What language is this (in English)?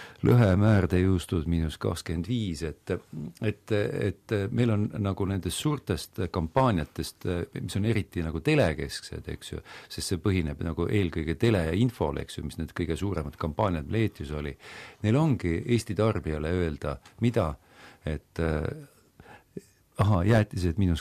Estonian